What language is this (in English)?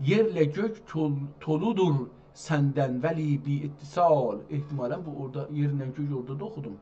South Azerbaijani